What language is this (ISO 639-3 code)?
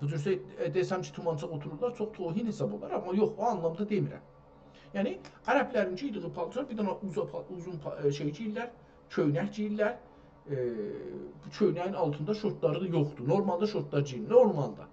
azb